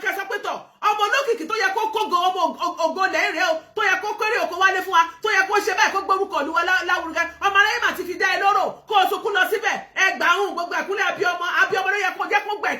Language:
Yoruba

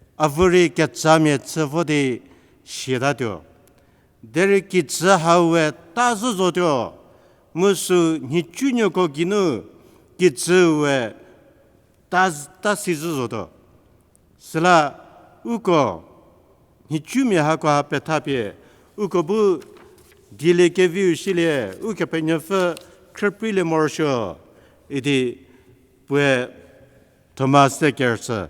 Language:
Angami Naga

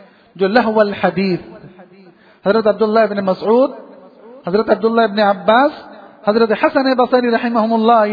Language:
Urdu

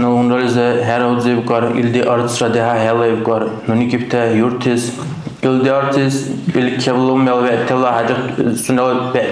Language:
Dargwa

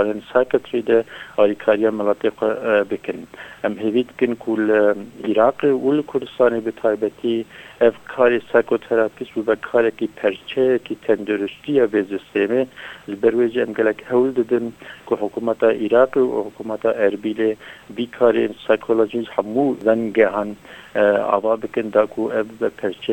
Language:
Kurdish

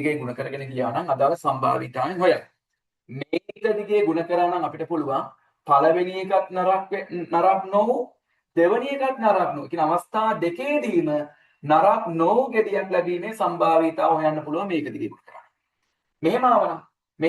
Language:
Sinhala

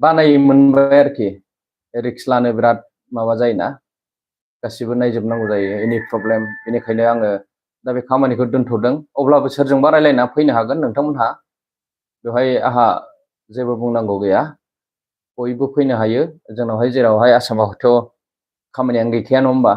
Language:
Bodo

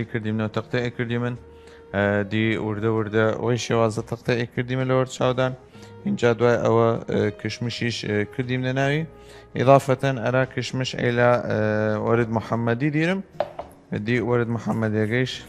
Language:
Southern Kurdish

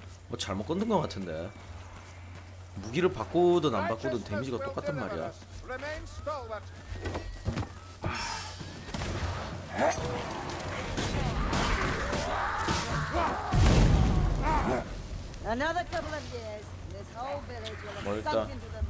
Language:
Korean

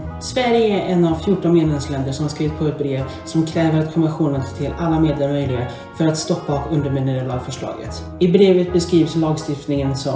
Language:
Swedish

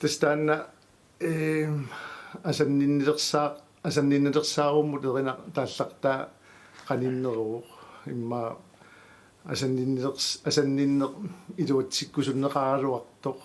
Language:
Kalaallisut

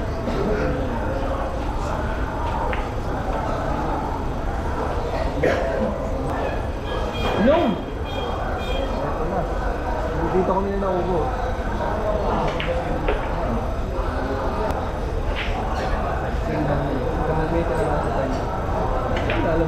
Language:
Filipino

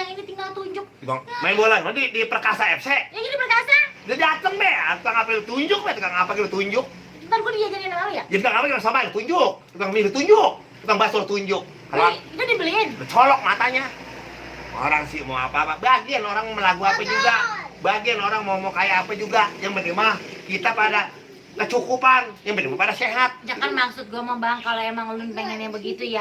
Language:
Betawi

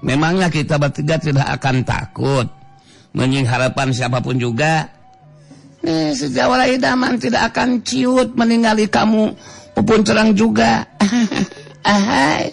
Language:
Sundanese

